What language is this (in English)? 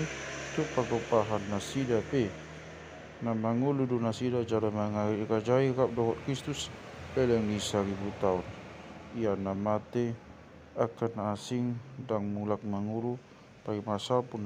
Batak Toba